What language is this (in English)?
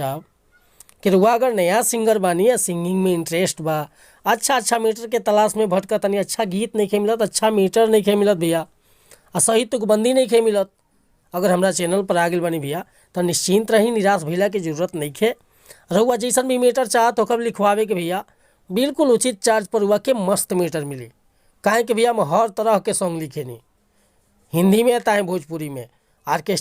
Bhojpuri